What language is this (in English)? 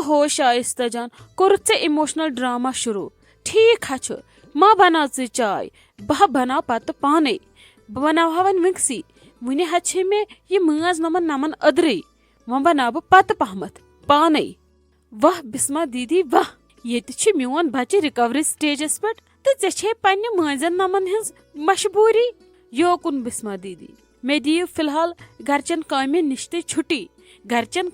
Kashmiri